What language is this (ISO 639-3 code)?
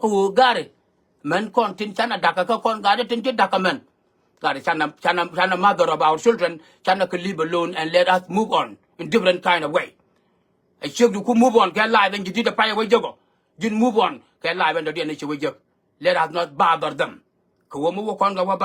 nus